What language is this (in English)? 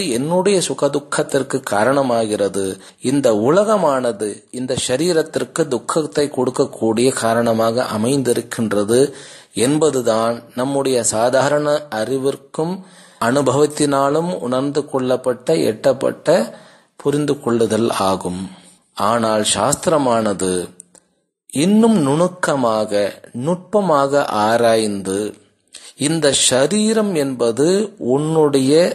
Tamil